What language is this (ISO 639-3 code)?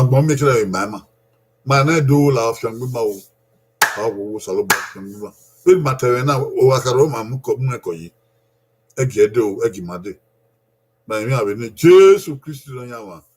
bin